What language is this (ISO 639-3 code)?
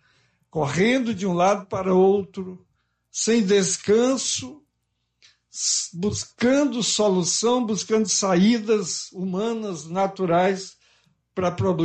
por